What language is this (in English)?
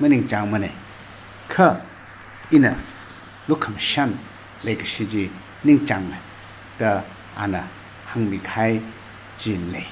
Tangkhul Naga (India)